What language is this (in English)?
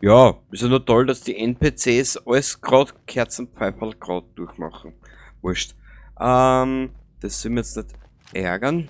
Bavarian